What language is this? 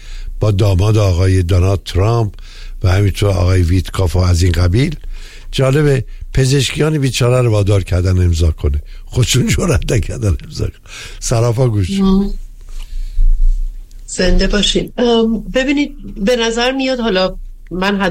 Persian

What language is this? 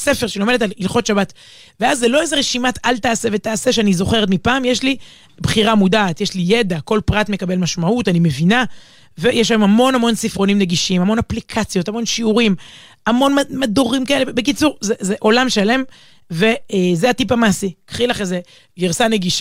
Hebrew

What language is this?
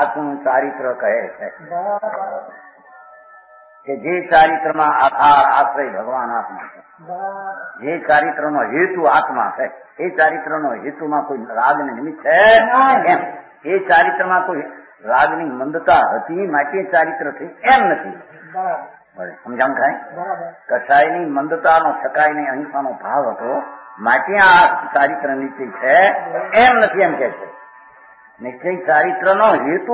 Gujarati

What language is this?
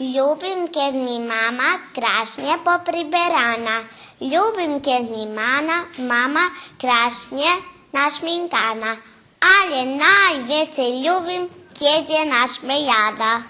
Rusyn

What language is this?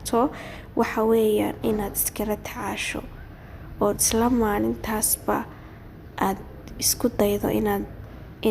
Somali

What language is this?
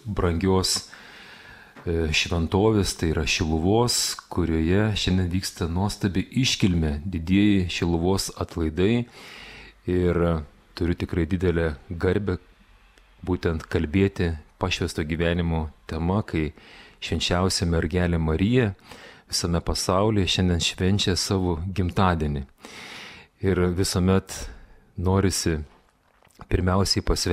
Lithuanian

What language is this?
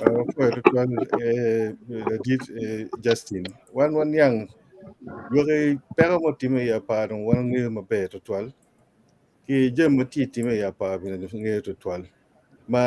Acoli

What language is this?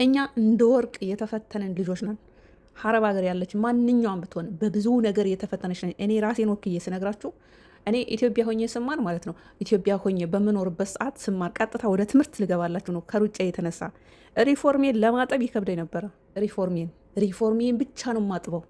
Amharic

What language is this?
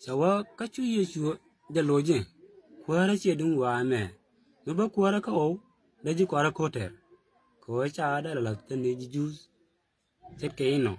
Nuer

